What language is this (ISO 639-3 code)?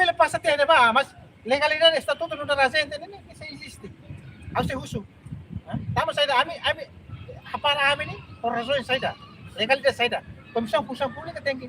tet